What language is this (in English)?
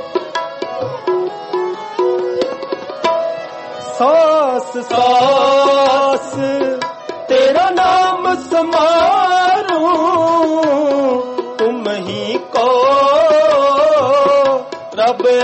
Punjabi